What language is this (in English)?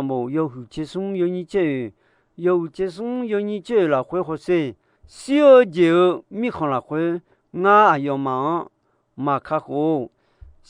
Akha